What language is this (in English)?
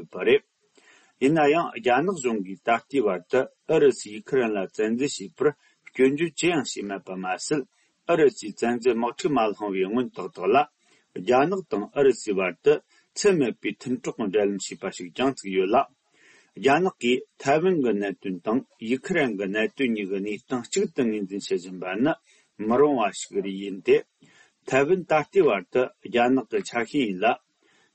Tibetan